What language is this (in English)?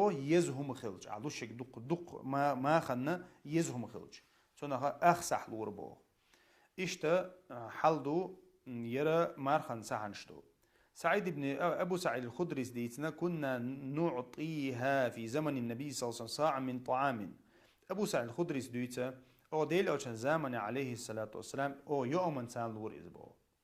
Chechen